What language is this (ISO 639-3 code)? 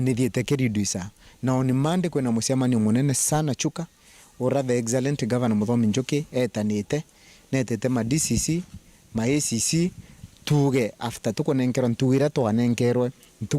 mer